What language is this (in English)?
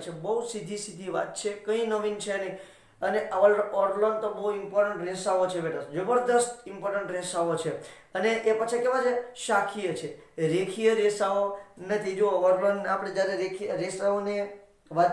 Gujarati